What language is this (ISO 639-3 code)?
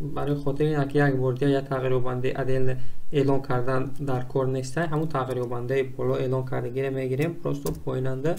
tgk